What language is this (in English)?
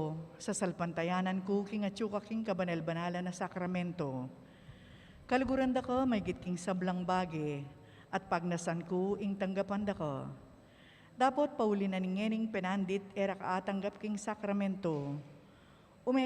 Pampanga